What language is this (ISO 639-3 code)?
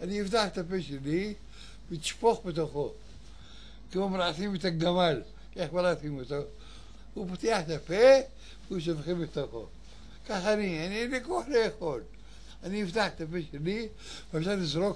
heb